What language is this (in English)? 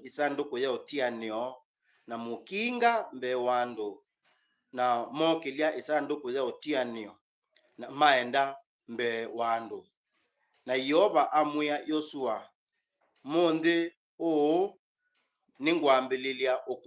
Kamba